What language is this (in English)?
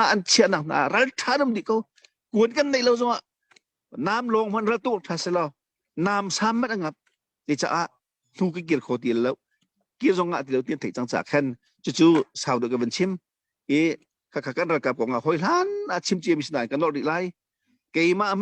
Hakha Chin